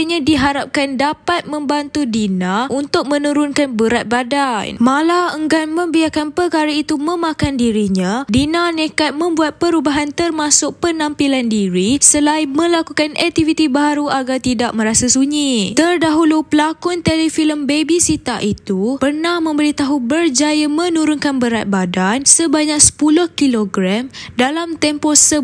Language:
Malay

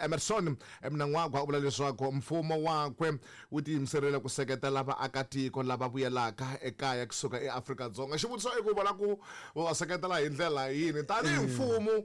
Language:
Tsonga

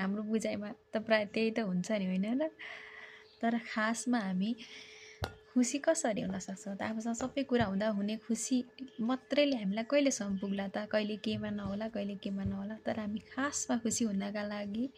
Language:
Nepali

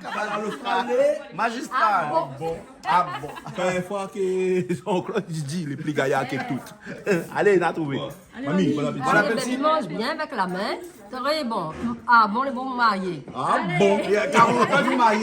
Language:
Réunion Creole French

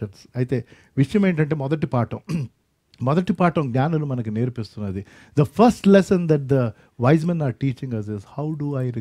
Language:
Telugu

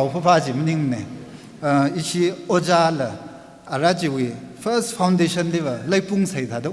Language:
Tangkhul Naga (India)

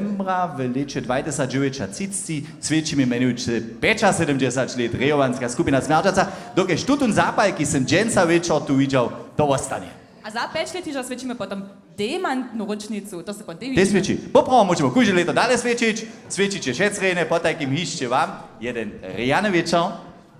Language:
Upper Sorbian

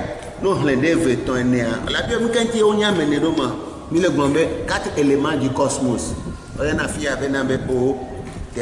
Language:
Ewe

